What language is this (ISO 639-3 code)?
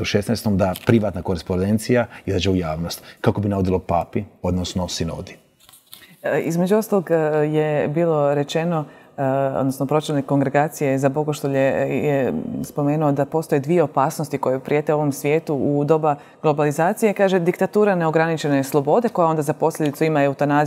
hrv